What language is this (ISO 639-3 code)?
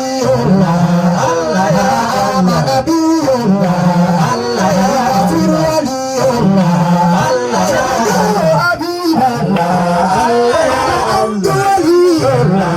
ful